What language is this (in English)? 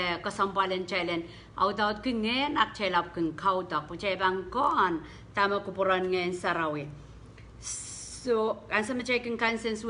Pohnpeian